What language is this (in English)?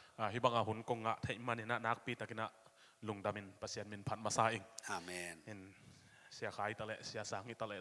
Tedim Chin